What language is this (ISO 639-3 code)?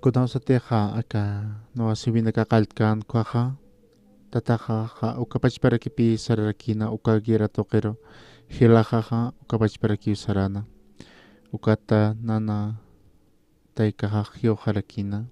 aym